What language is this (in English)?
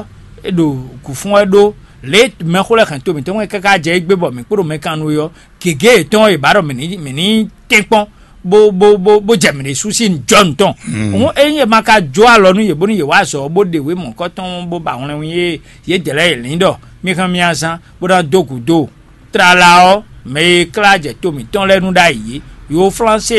Fon